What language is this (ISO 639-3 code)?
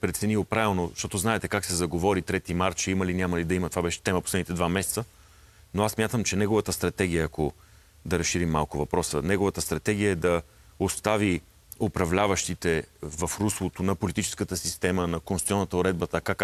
bul